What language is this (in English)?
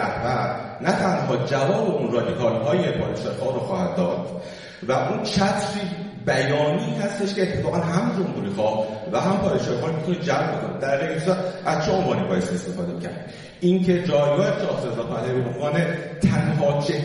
Persian